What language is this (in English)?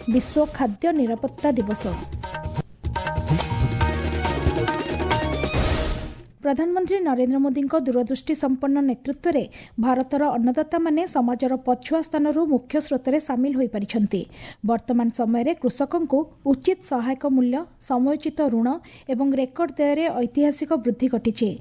Odia